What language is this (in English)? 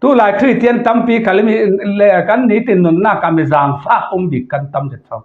Falam Chin